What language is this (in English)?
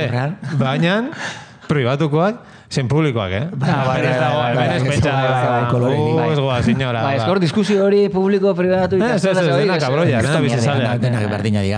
Basque